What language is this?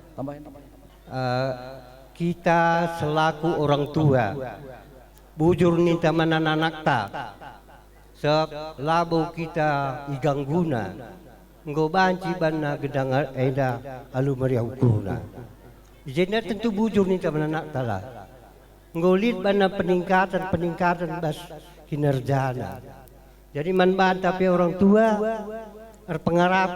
Batak Karo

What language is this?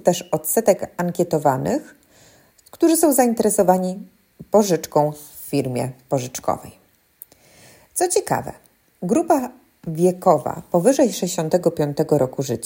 Polish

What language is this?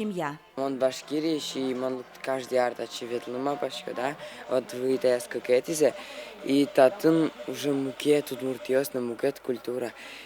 Udmurt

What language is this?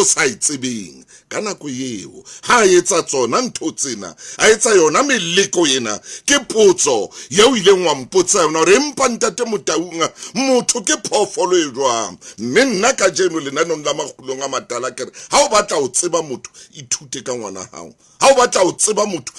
Southern Sotho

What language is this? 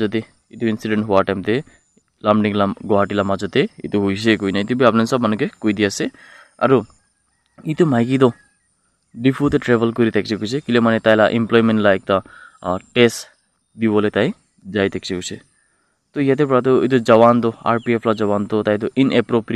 Naga Pidgin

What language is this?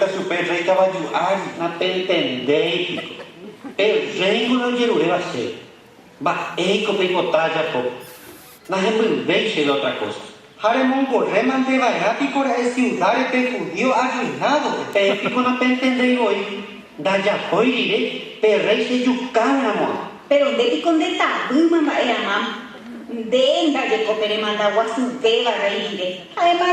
Guarani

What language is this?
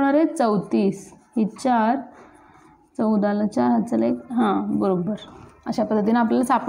Marathi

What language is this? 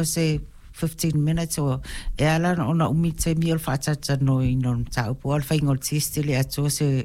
Samoan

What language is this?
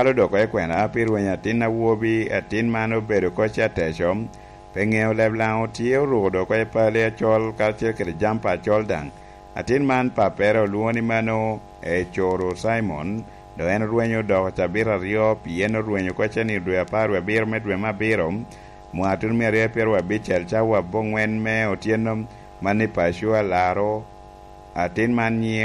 Lango (Uganda)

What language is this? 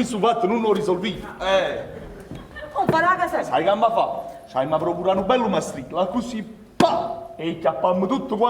Neapolitan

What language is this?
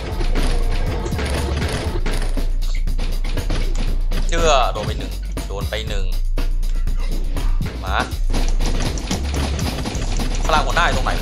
Thai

